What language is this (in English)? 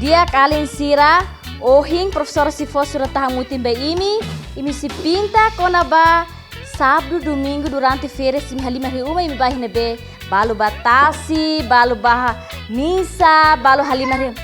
Tetum